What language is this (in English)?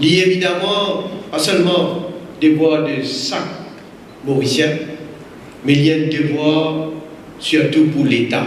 Morisyen